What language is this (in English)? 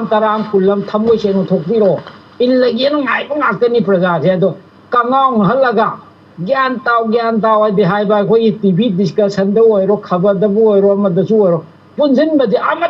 Manipuri